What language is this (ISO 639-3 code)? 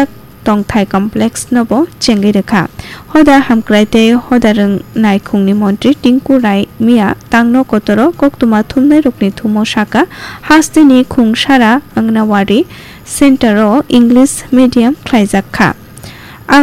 trp